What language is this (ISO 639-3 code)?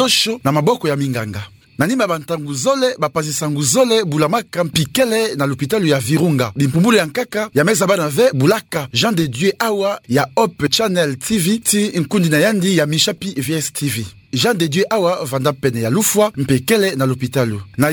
ktu